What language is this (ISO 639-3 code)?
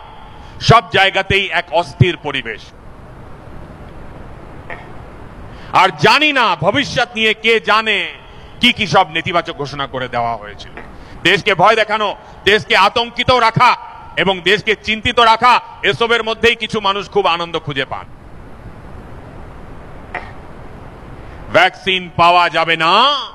ben